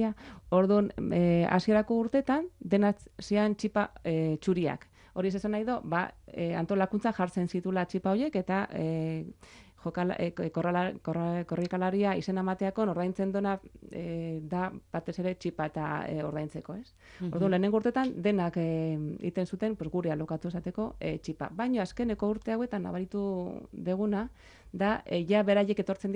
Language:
Basque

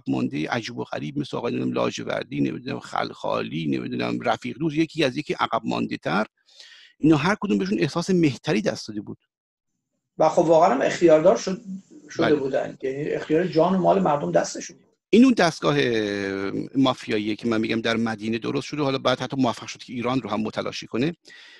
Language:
Persian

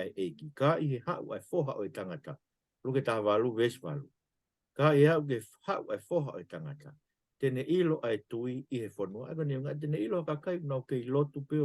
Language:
Tongan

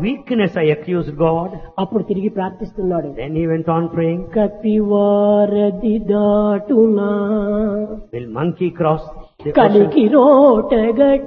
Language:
Telugu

